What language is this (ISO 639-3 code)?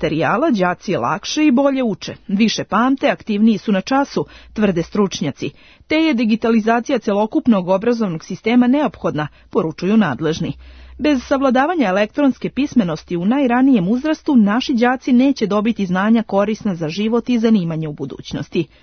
srp